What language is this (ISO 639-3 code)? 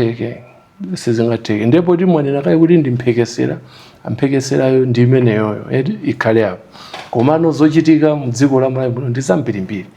nya